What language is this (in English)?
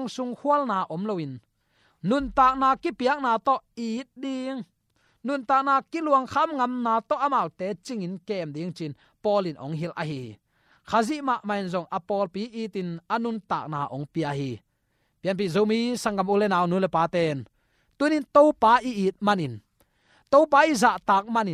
Tedim Chin